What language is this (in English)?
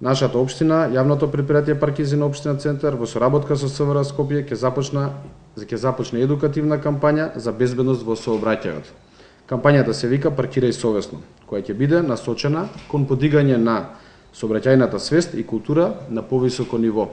Macedonian